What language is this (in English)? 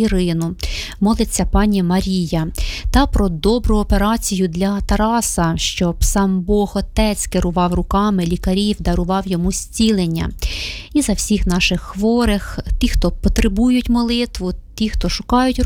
Ukrainian